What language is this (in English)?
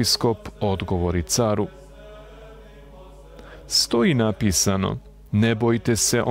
Serbian